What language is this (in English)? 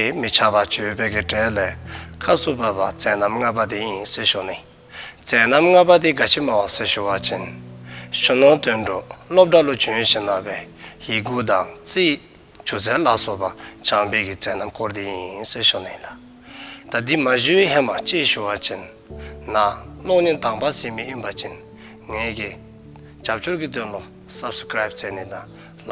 Dzongkha